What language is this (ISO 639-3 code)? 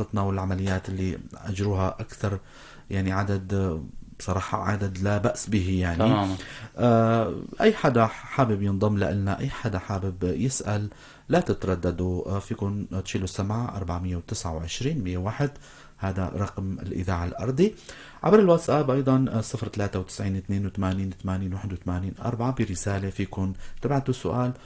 apc